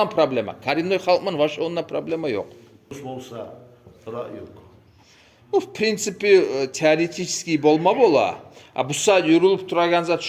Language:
Kumyk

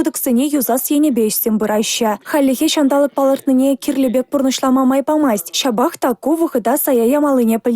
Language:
Chuvash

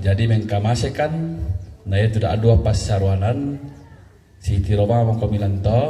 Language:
Toraja-Sa'dan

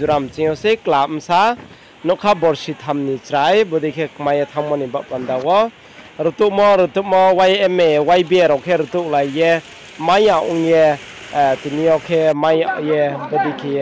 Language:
Riang (India)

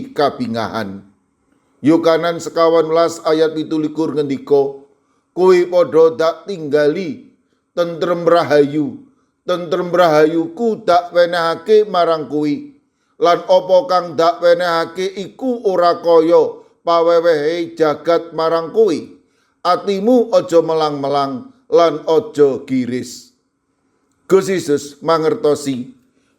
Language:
Javanese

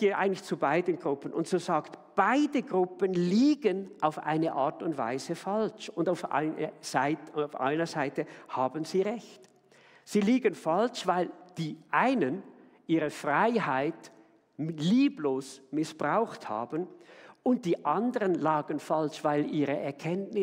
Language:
Swiss German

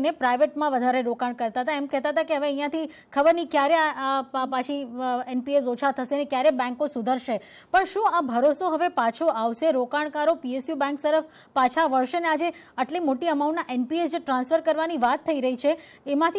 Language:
Gujarati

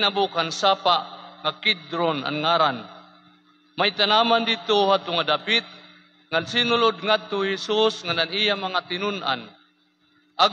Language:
Waray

